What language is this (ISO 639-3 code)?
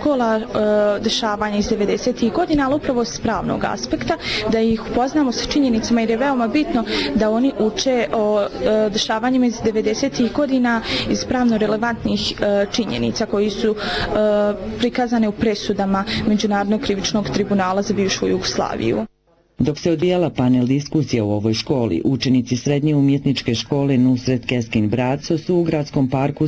bos